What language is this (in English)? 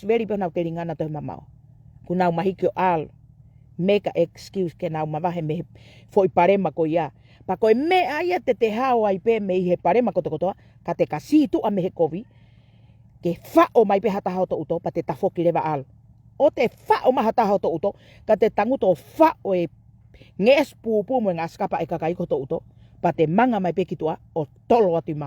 Tongan